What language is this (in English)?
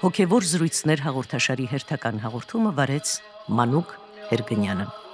Armenian